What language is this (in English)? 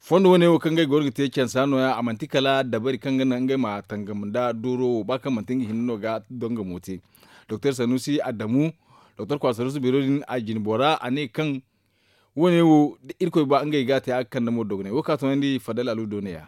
Zarma